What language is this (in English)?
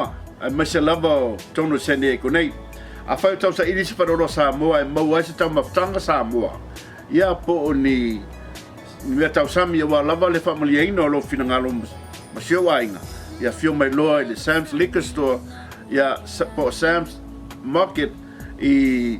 Samoan